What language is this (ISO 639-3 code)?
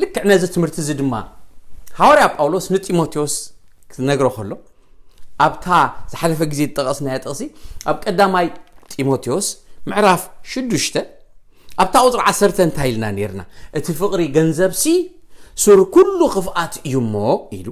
tir